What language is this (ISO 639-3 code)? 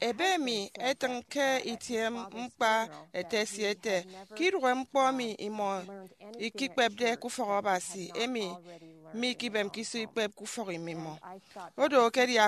efi